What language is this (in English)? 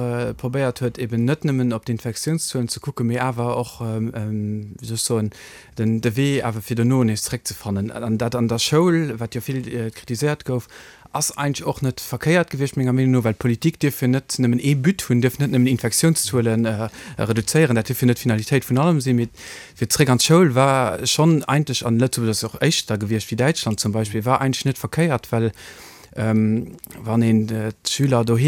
Luxembourgish